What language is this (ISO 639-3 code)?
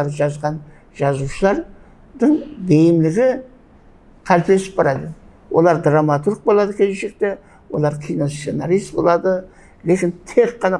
kaa